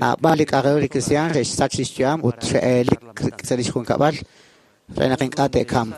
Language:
Kekchí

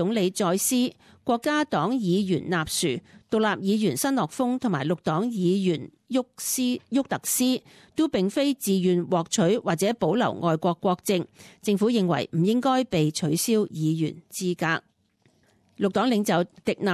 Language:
Cantonese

